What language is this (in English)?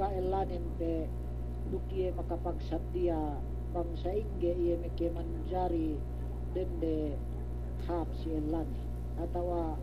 Yakan